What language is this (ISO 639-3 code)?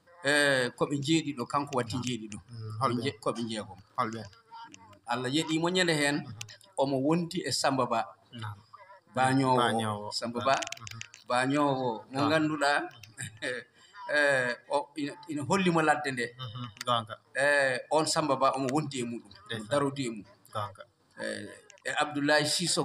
ful